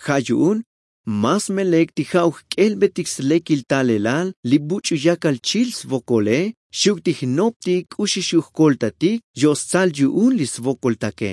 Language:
Tzotzil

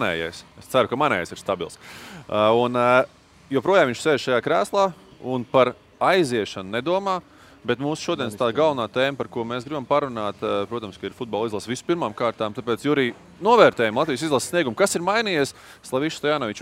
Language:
Latvian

